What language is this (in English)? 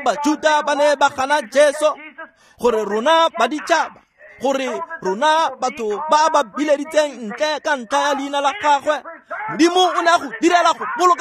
Tswana